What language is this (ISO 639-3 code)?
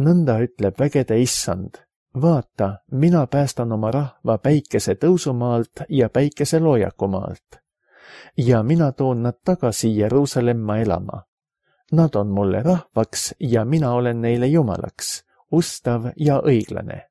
est